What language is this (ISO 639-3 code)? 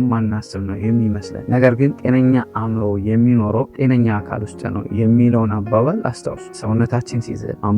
amh